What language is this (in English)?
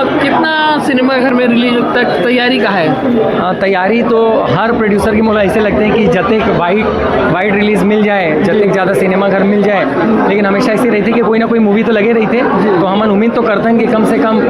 Chhattisgarhi